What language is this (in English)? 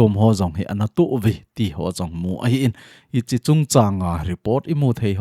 Thado Chin